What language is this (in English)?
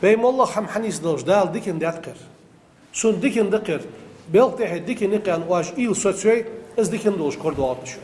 Ingush